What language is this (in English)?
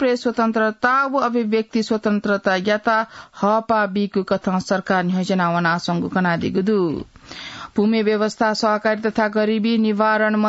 Newari